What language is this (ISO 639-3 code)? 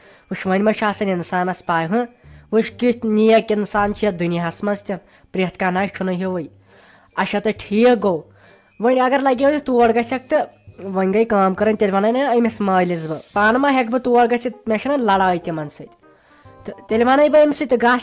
kas